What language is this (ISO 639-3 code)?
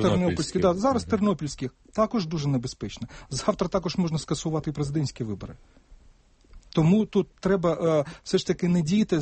ukr